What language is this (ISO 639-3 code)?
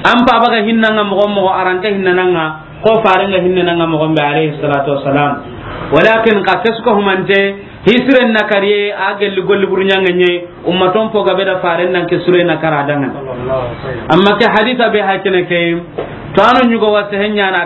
snk